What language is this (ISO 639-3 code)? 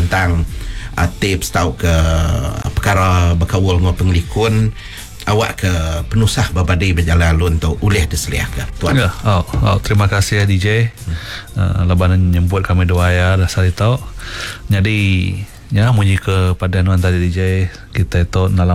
iba